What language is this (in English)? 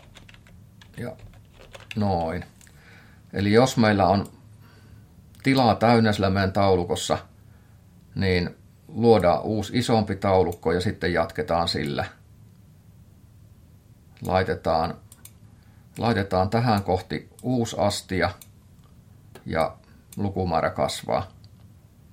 Finnish